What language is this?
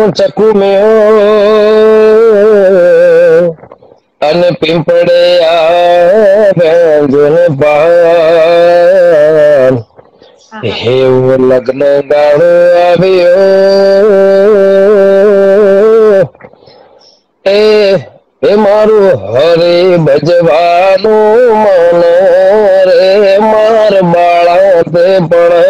Gujarati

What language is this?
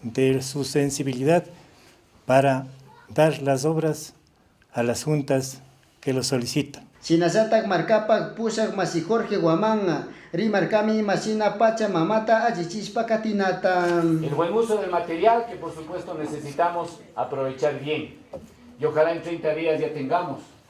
Chimborazo Highland Quichua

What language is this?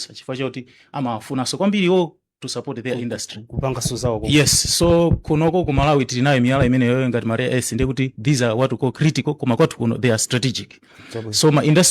Nyanja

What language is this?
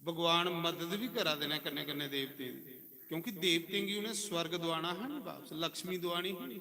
Dogri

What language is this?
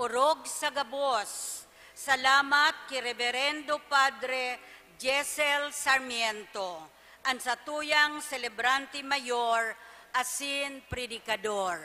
Bikol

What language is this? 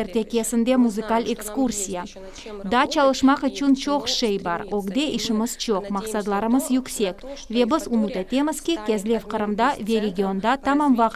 Crimean Tatar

